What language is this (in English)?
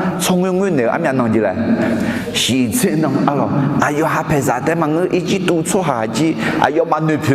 Akha